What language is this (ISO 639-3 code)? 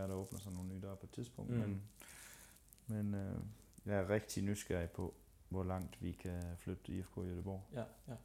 dan